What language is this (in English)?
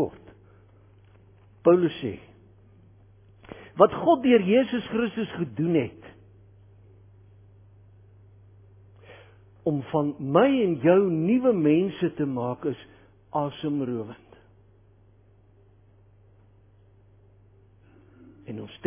Afrikaans